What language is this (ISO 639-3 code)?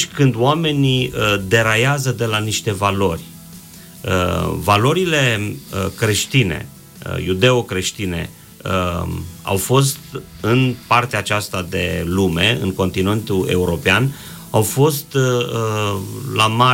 ron